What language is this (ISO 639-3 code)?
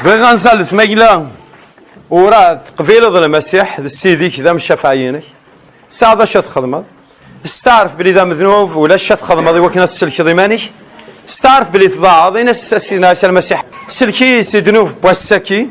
kab